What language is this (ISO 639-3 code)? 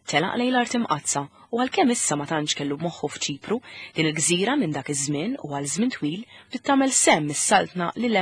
mlt